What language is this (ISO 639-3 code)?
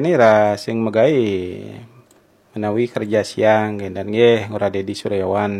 ban